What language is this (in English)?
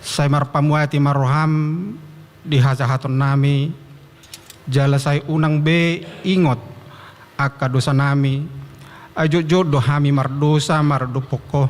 Batak Toba